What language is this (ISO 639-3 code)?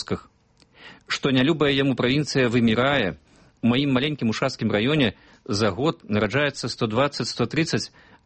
bel